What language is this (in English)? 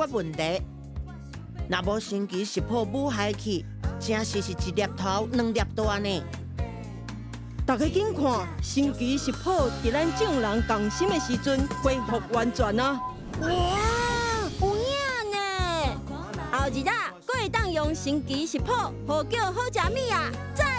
Min Nan Chinese